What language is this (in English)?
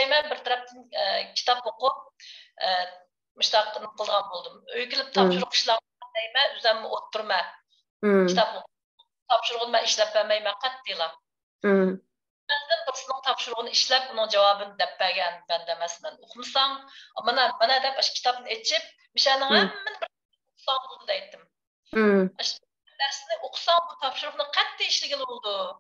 Uyghur